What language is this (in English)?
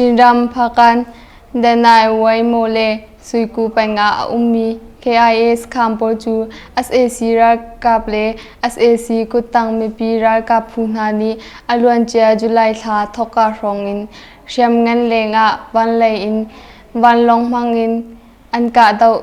Hakha Chin